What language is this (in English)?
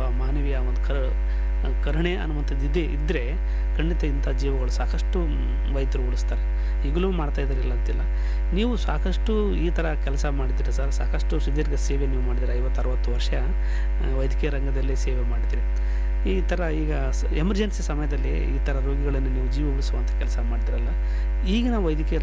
Kannada